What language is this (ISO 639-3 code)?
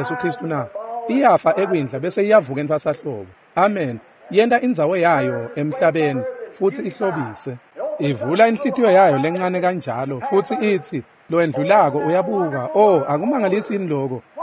ssw